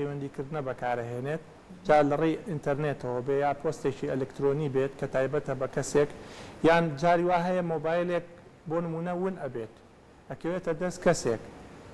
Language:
Central Kurdish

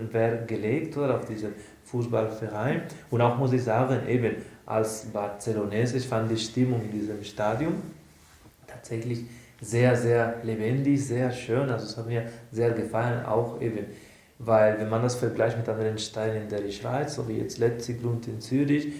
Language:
Swiss German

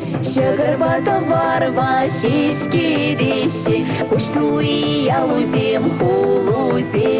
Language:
Chuvash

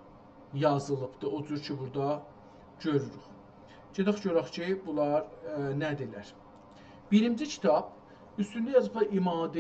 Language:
South Azerbaijani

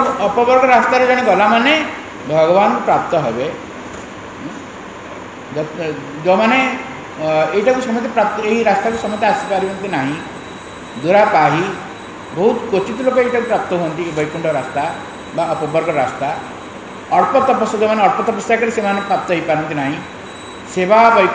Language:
Odia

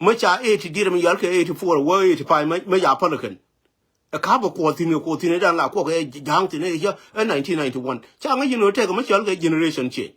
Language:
Nuer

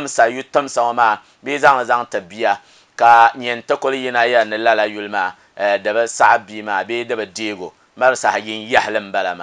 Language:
Dagbani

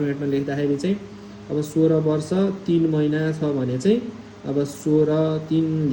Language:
Nepali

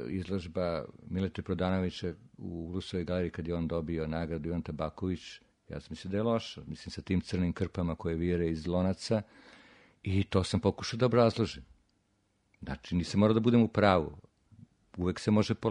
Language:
Serbian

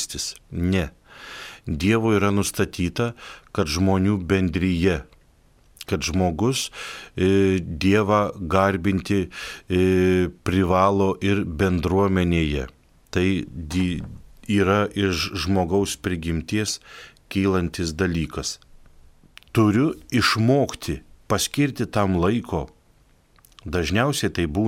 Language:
Lithuanian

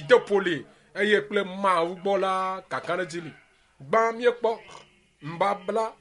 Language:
Ewe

